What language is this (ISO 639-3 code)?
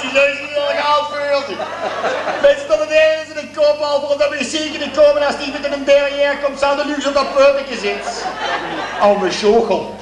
lim